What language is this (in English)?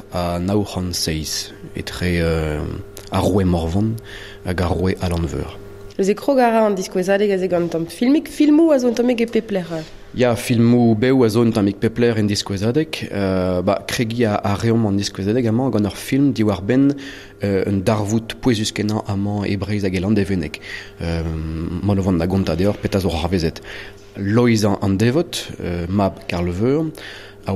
Breton